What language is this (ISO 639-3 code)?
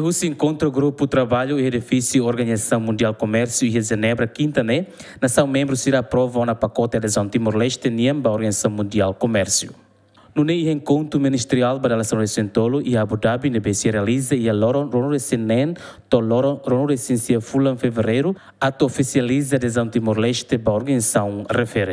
tet